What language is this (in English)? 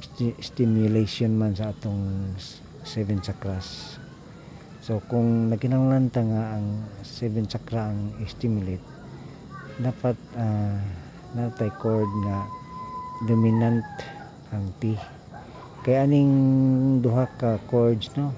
Cebuano